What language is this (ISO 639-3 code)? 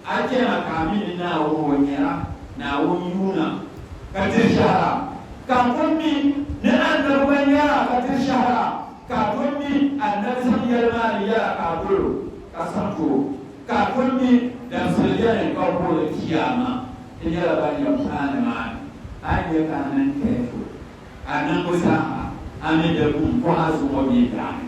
dag